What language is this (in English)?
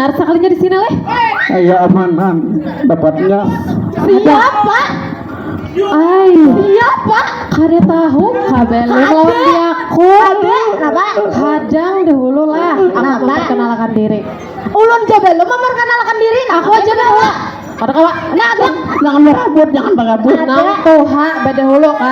Banjar